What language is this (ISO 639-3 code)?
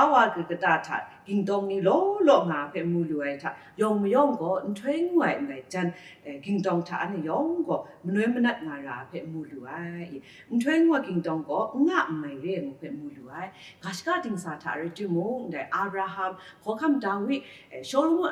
kac